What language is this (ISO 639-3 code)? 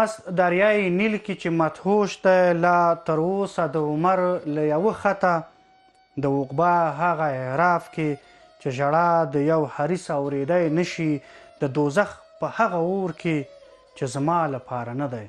pus